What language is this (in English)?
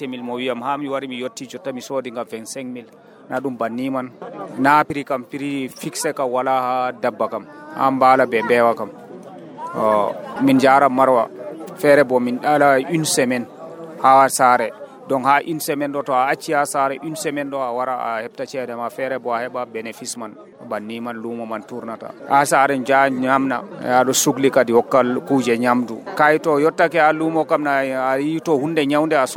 Nigerian Fulfulde